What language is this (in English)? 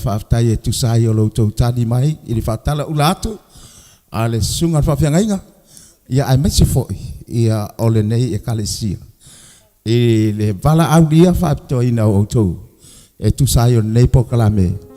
Samoan